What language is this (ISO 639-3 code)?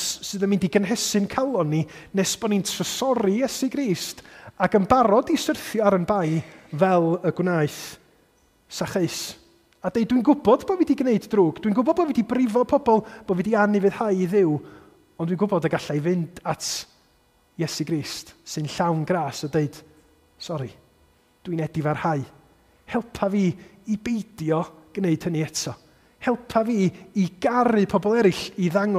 cym